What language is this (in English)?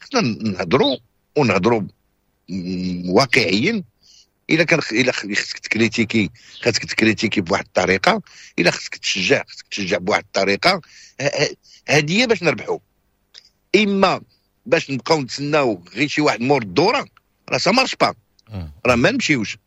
Moroccan Arabic